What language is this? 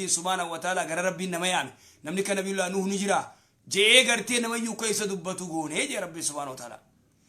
Oromo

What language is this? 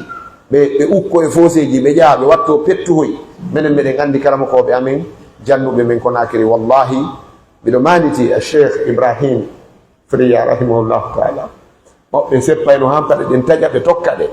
Pular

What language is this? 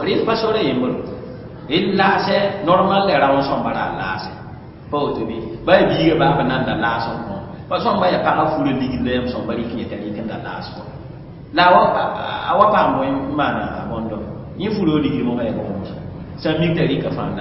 Mossi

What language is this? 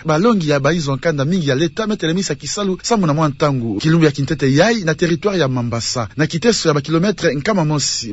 Kituba (Democratic Republic of Congo)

